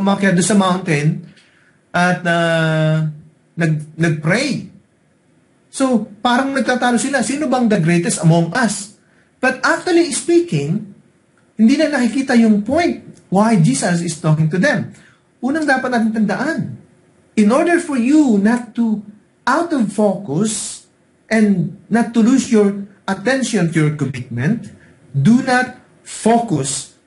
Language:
Filipino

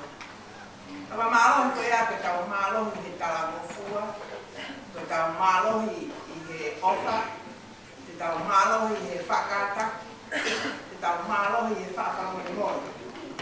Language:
Tongan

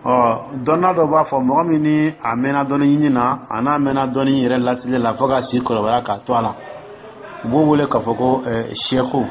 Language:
Dyula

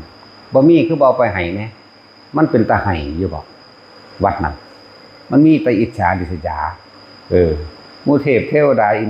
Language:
Northeastern Thai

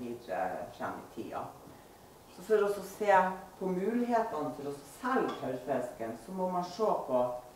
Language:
Norwegian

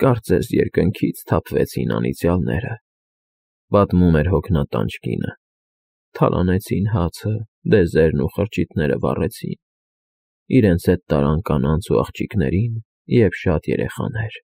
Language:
Armenian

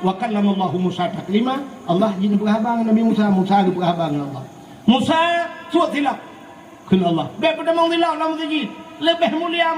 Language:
Achinese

